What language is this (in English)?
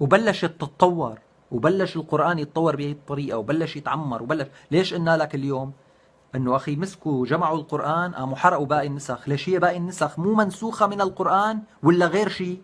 North Levantine Arabic